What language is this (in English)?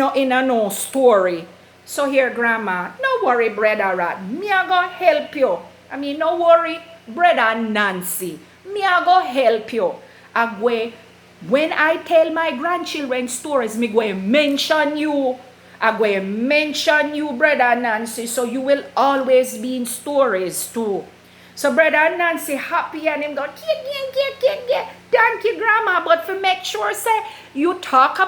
Jamaican Creole English